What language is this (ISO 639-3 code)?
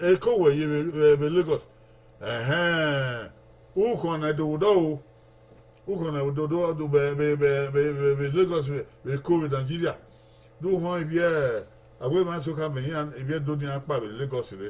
bin